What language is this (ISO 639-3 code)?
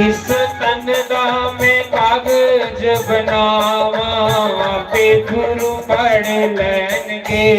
doi